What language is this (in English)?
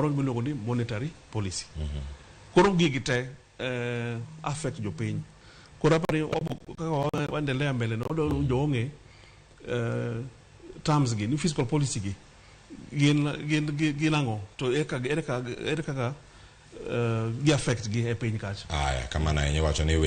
Luo (Kenya and Tanzania)